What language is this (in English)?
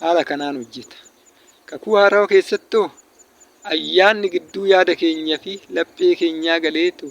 Oromo